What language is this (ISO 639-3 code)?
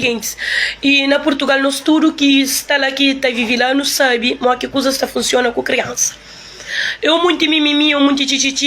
kea